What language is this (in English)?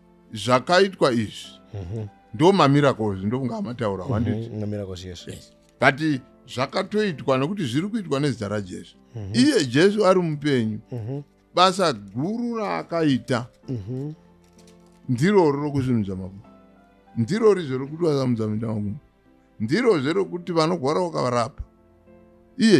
Shona